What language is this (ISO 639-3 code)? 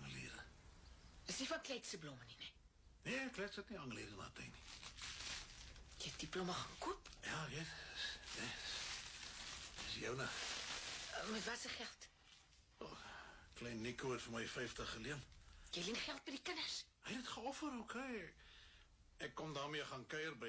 afr